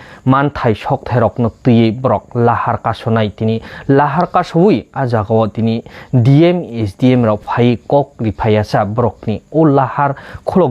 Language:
Kok Borok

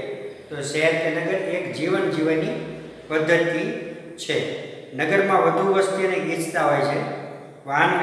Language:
Gujarati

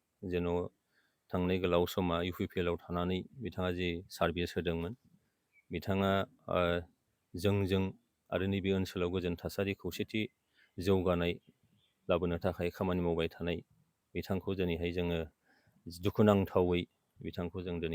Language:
Bodo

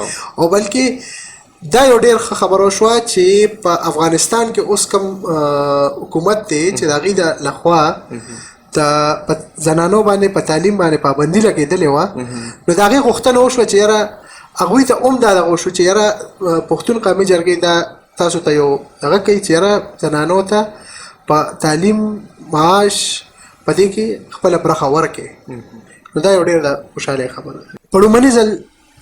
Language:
Pashto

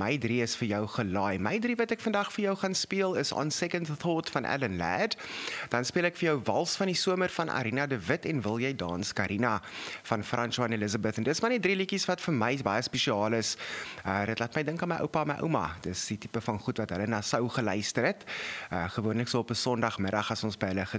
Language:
Afrikaans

